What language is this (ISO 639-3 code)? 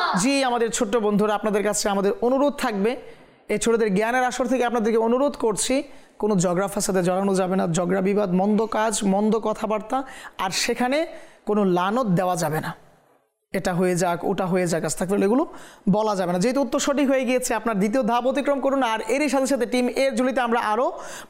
ben